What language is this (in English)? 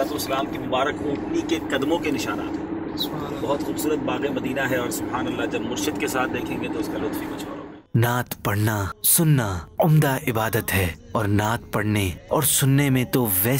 Urdu